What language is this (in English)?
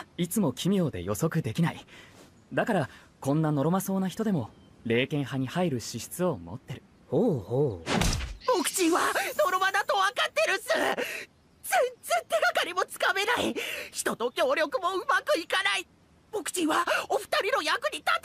Japanese